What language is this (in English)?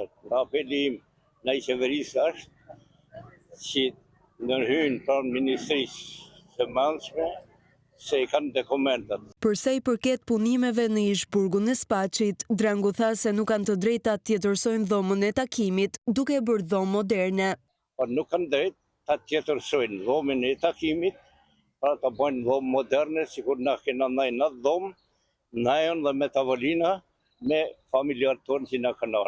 Albanian